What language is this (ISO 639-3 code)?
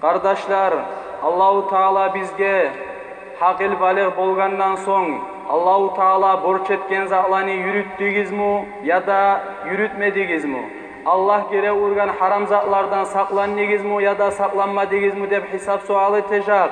kum